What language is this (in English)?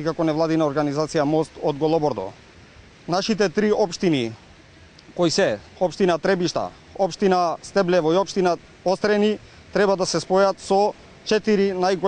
Macedonian